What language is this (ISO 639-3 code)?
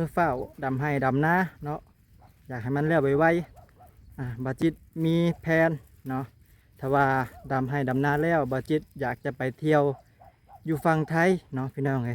lao